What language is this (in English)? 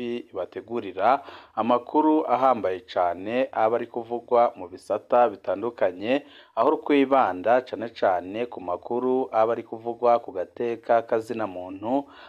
Rundi